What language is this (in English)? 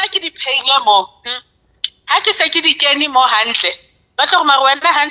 Southern Sotho